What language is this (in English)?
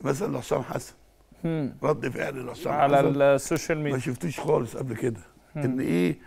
Egyptian Arabic